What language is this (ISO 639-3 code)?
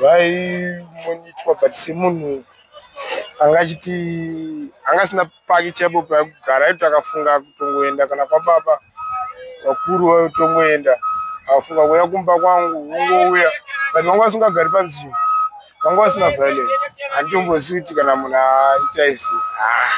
sna